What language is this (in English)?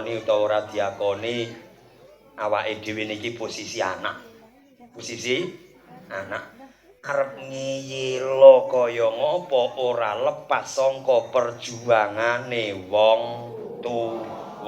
Javanese